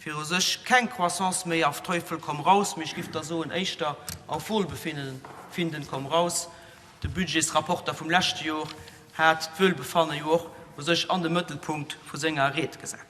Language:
Luxembourgish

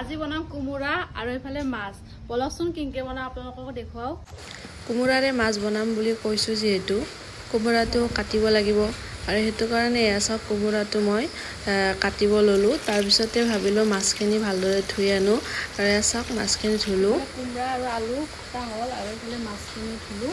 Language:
Assamese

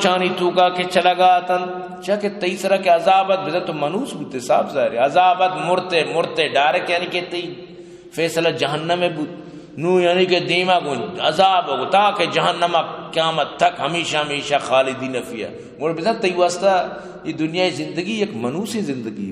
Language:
Eastern Balochi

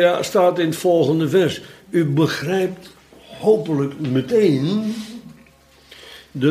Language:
Dutch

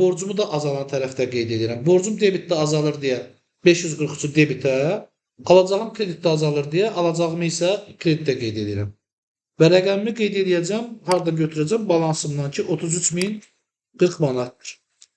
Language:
Azerbaijani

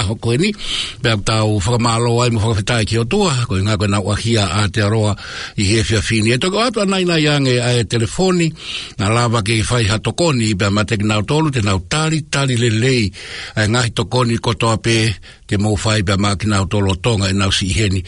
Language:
Tongan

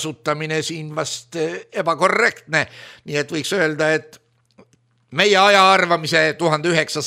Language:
Estonian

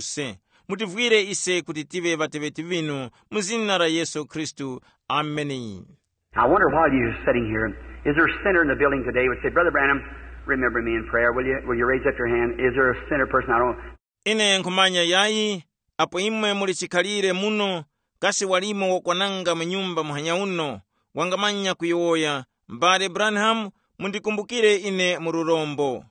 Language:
Tumbuka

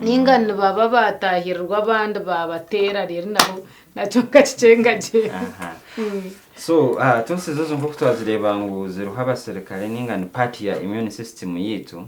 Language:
Nyankole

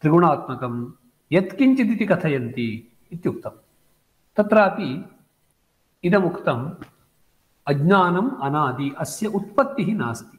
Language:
Sanskrit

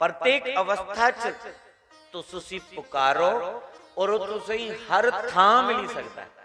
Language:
Dogri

